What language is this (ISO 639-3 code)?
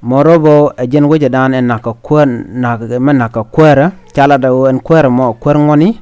nus